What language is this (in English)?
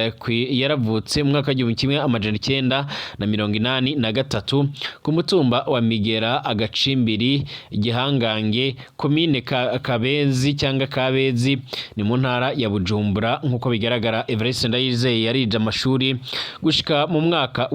Rundi